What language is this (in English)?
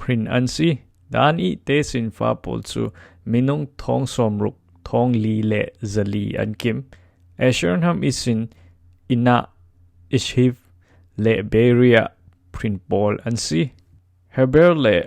Falam Chin